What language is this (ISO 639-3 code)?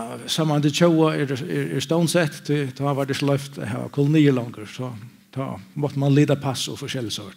fao